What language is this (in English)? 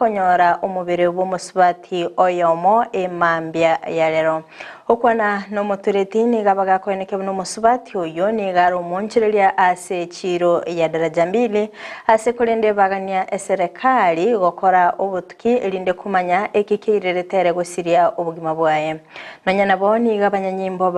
Gusii